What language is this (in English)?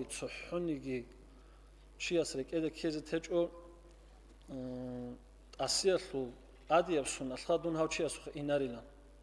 Avaric